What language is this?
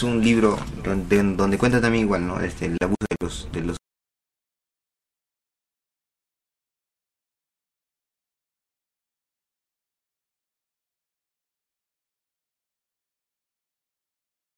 Spanish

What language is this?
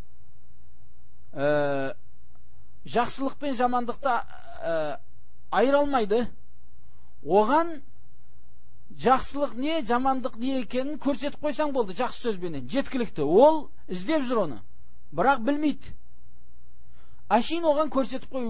Kazakh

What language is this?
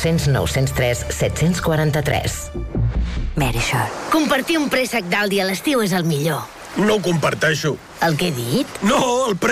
Catalan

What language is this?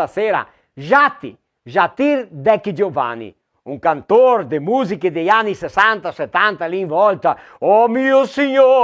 Venetian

